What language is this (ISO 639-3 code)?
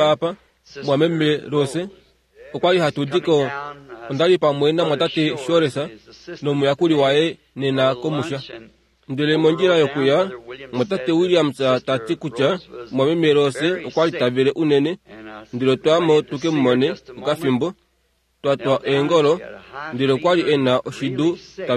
kua